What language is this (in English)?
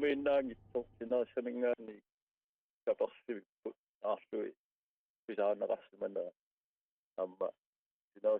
Kalaallisut